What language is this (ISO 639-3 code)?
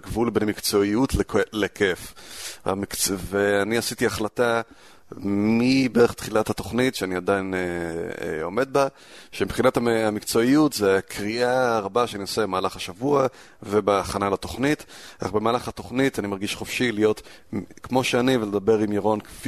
heb